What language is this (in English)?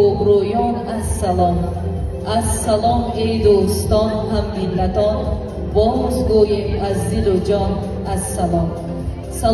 Tajik